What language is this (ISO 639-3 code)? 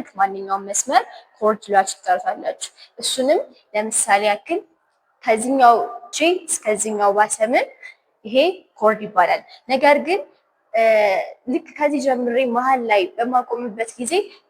amh